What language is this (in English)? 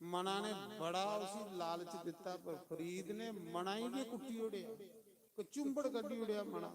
Dogri